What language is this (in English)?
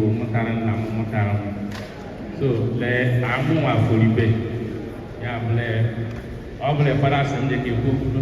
Igbo